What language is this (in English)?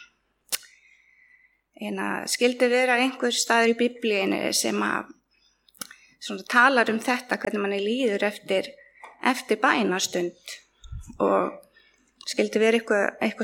Icelandic